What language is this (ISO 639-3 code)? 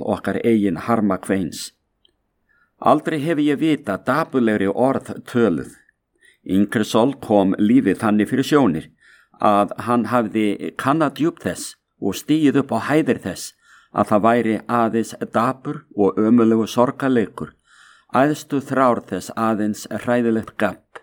isl